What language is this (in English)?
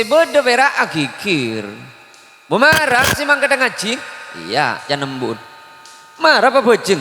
Madurese